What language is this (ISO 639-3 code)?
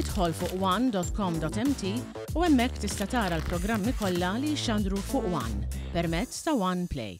mlt